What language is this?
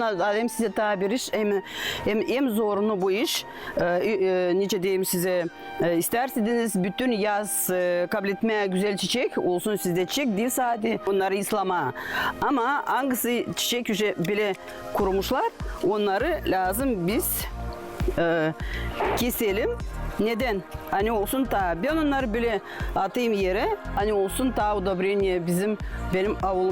Gagauz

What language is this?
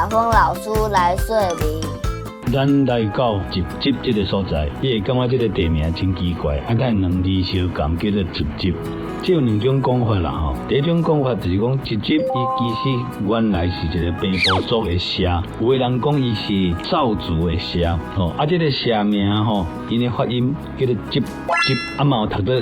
Min Nan Chinese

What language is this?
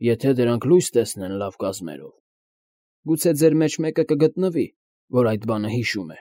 Armenian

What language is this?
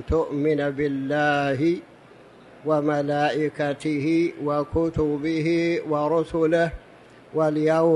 Arabic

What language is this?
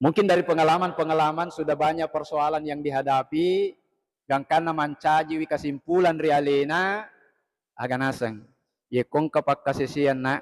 Buginese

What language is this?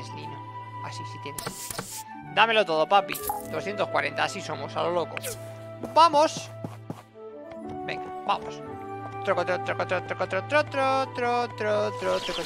Spanish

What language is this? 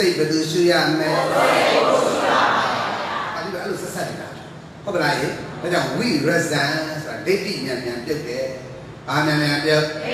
Burmese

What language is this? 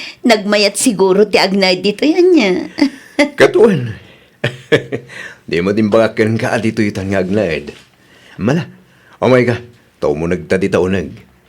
Iloko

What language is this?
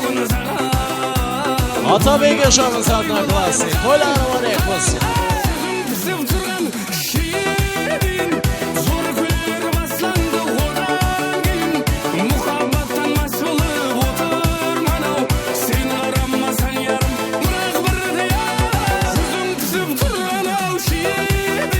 Kara-Kalpak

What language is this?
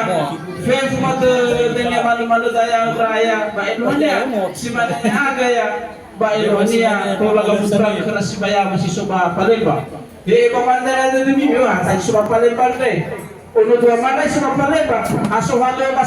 Nias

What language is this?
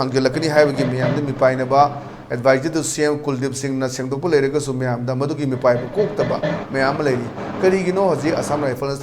Manipuri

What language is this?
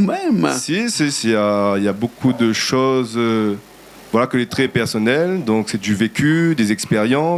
Réunion Creole French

